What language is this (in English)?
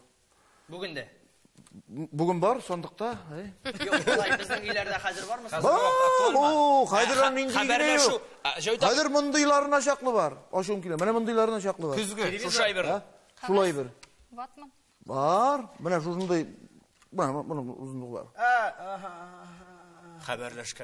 Tatar